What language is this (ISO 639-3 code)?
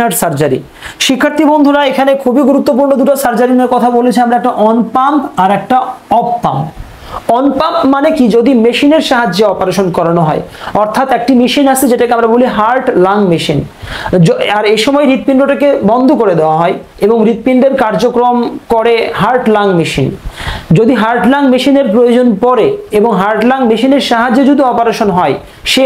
ben